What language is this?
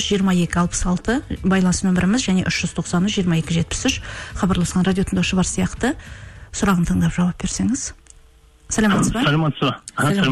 Kazakh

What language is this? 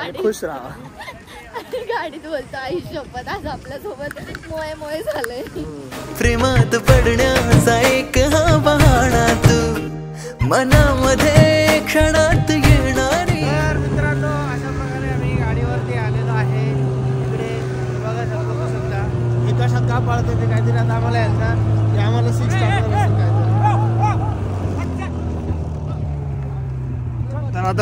Marathi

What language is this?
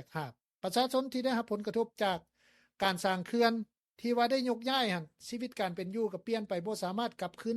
Lao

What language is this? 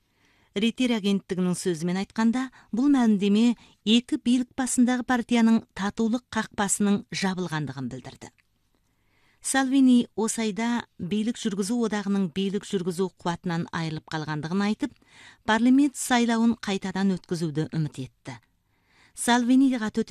Kazakh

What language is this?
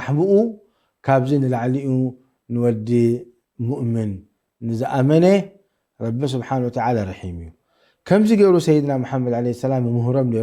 Tigrinya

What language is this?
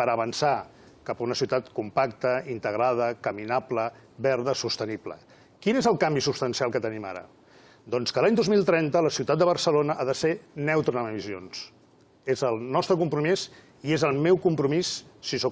Catalan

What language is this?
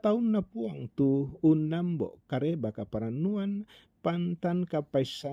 Toraja-Sa'dan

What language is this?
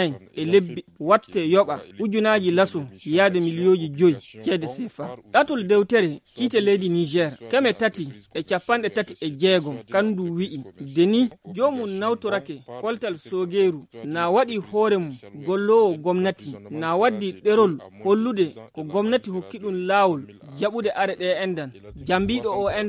Fula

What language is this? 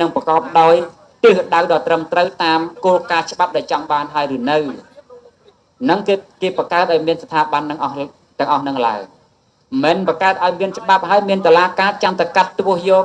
Khmer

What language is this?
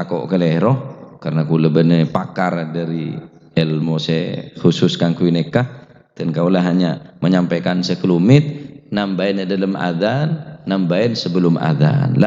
Madurese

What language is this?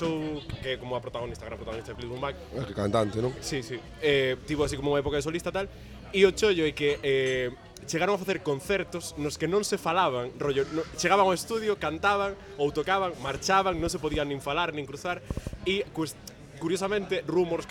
Galician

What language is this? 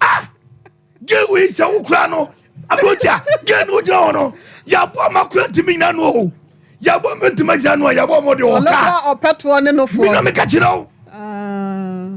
Akan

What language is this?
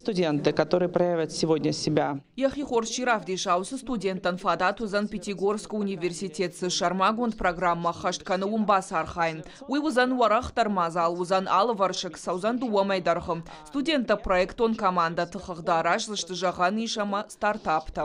Ossetic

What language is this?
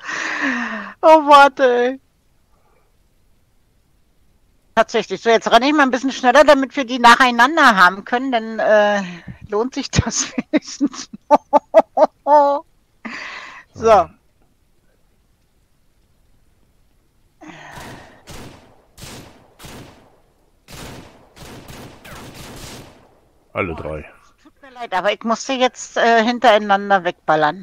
German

